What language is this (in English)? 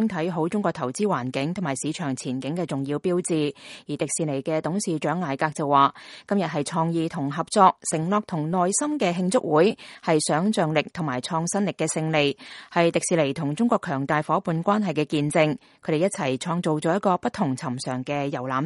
Cantonese